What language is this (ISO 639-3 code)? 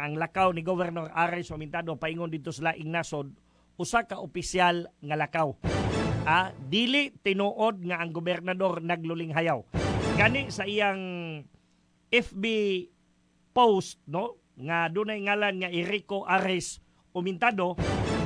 ceb